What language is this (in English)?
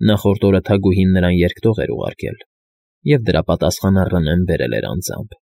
Armenian